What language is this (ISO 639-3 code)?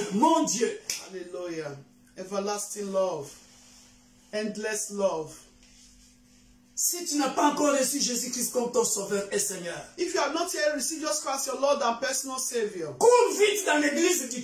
fra